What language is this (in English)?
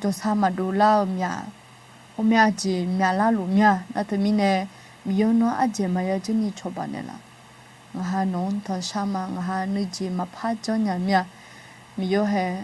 Akha